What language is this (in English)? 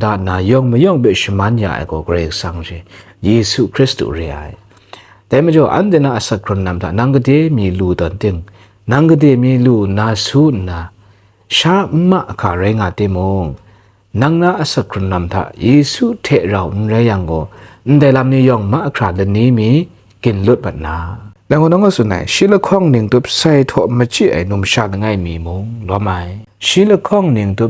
Kachin